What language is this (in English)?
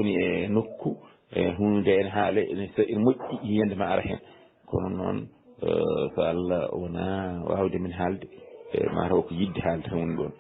Fula